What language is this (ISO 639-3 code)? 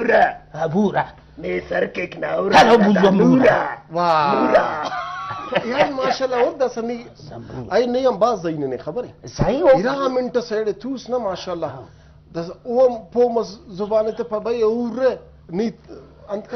brh